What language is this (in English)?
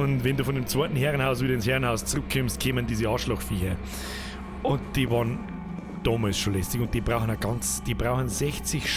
Bavarian